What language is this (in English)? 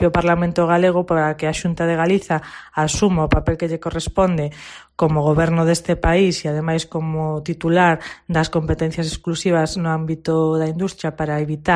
Galician